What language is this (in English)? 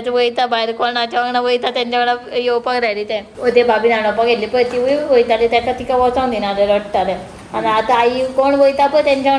Konkani